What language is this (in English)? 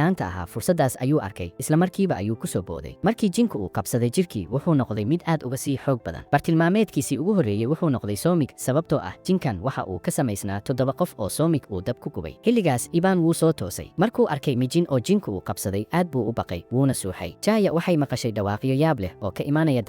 Somali